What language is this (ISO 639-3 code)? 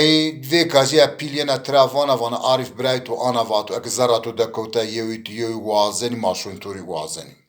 zza